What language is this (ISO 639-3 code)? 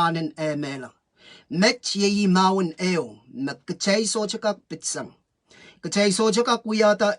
pon